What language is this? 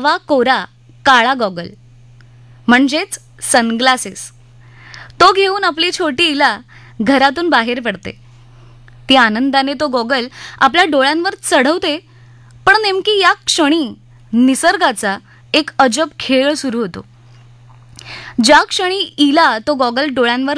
Marathi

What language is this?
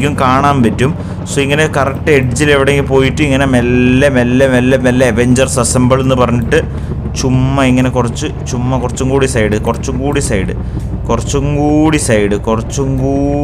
Malayalam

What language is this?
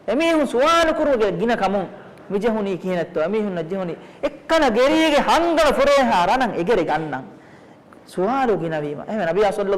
Divehi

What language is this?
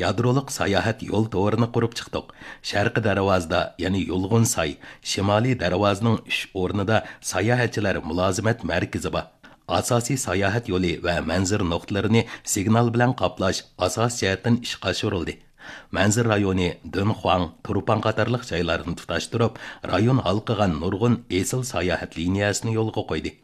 Uyghur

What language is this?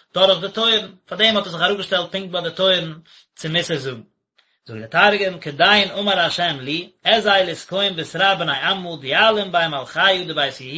Yiddish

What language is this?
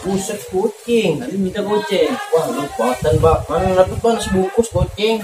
Betawi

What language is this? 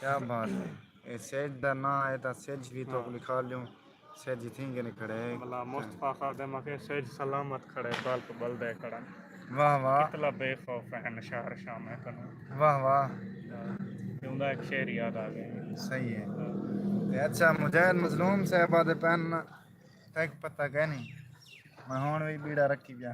Saraiki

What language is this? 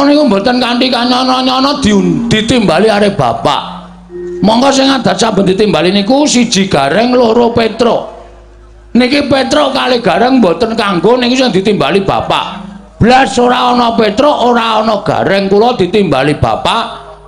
Javanese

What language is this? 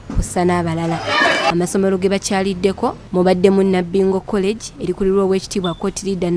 Ganda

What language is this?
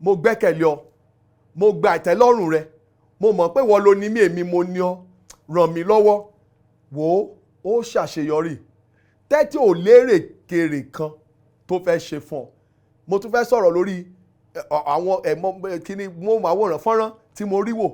Yoruba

